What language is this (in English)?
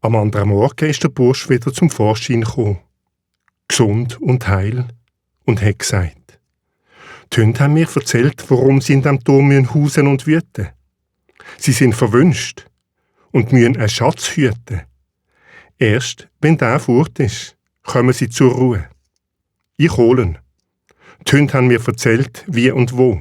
Swiss German